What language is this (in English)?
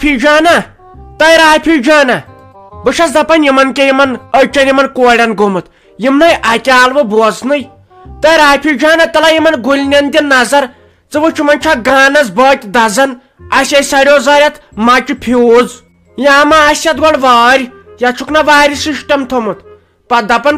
Kashmiri